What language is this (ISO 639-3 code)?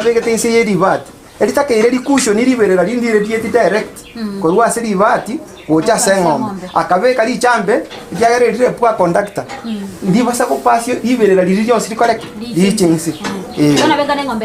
guz